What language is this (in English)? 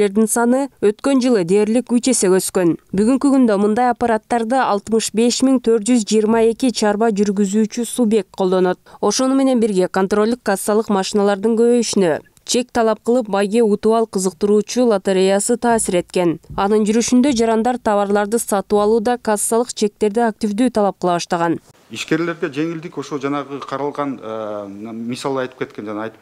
Kyrgyz